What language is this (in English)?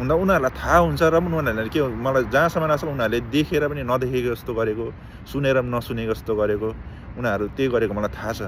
Nepali